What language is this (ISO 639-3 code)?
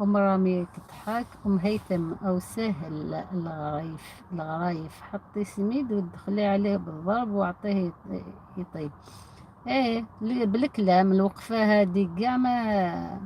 arq